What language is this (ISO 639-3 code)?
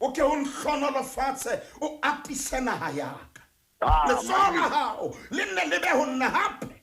sot